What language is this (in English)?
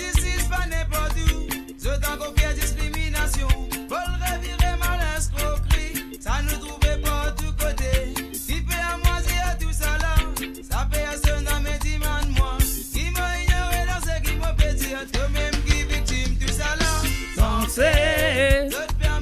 Morisyen